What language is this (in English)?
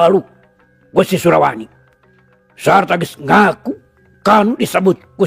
Sundanese